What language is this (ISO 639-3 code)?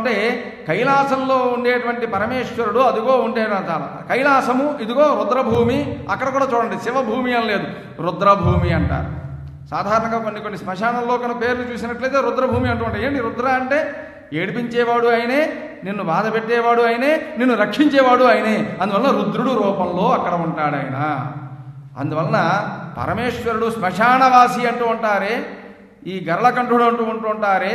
tel